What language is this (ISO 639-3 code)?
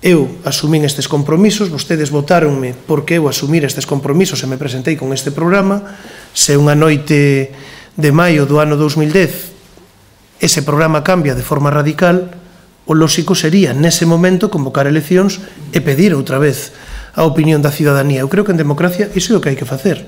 glg